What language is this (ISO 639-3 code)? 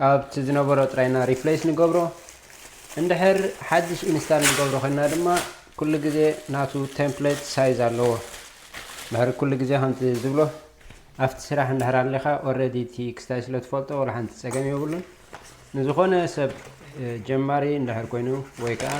tir